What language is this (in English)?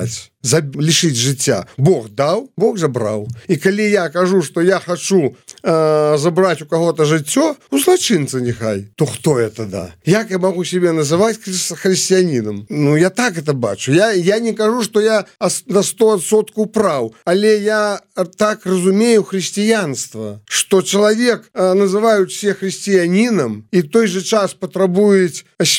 Belarusian